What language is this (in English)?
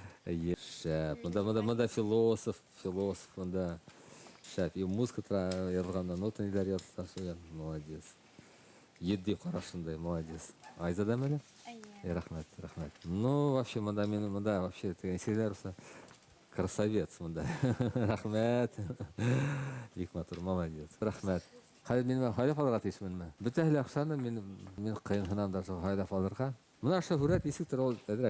Bashkir